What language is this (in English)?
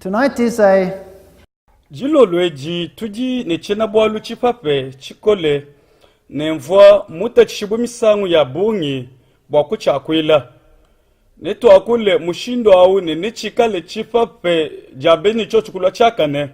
Luba-Lulua